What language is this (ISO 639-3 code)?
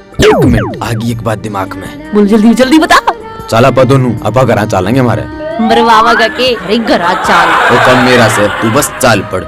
bgc